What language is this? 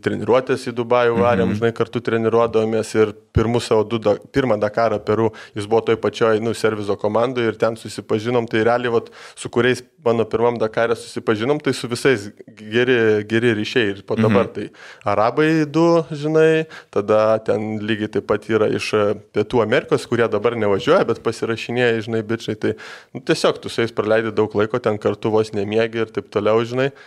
Lithuanian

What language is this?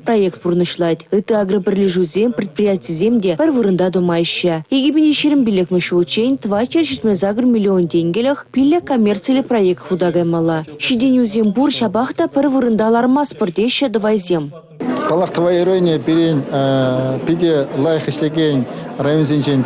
Chuvash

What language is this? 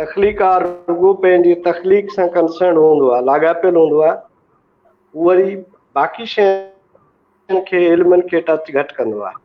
Sindhi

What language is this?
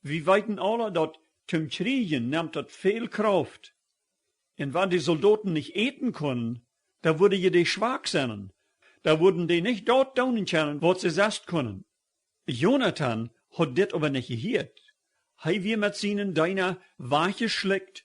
Plautdietsch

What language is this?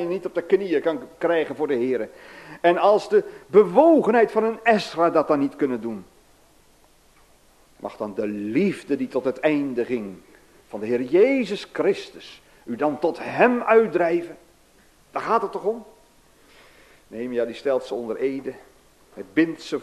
Dutch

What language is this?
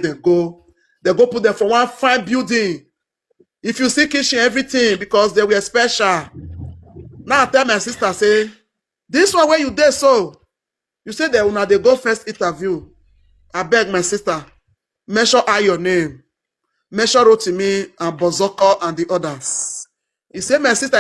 Nigerian Pidgin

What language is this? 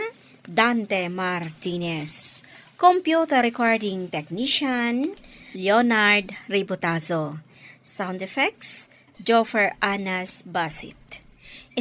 Iloko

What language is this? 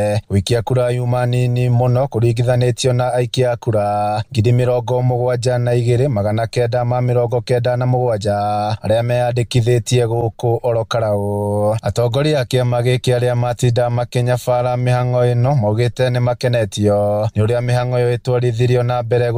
Kikuyu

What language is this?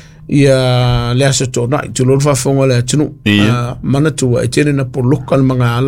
Samoan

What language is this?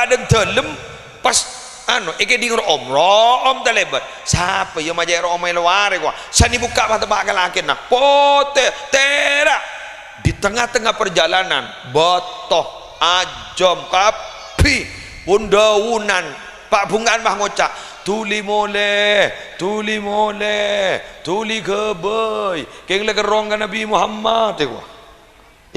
Madurese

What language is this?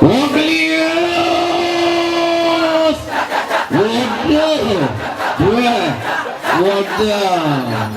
Balinese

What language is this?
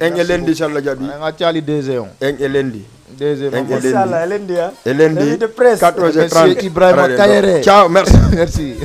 Fula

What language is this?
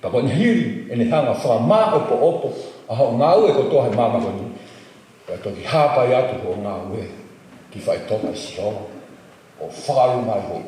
Tongan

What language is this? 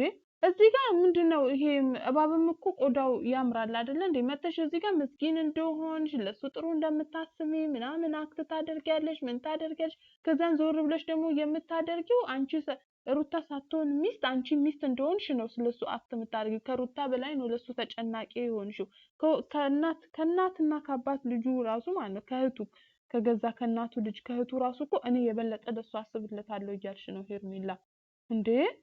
Amharic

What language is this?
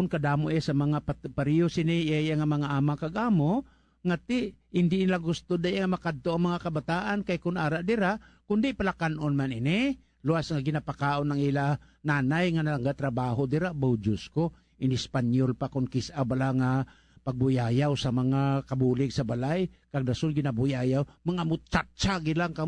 Hiligaynon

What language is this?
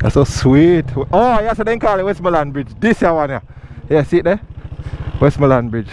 Jamaican Creole English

